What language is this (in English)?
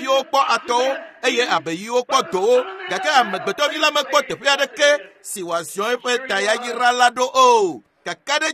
Ewe